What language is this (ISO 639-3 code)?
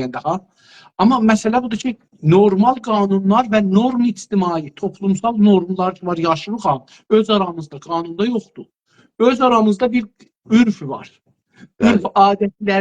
azb